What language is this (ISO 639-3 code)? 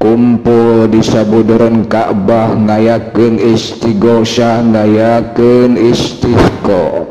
sun